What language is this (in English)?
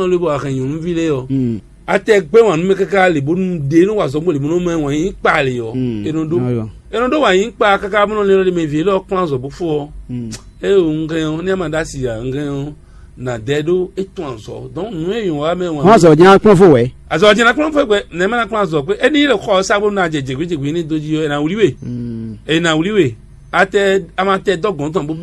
Fon